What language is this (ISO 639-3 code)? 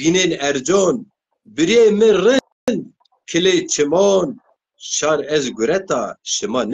zza